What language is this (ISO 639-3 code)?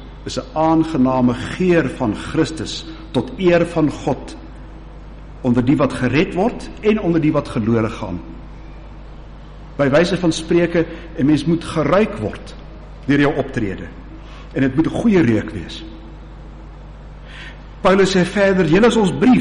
afr